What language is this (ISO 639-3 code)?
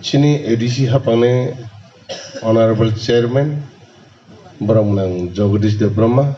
trp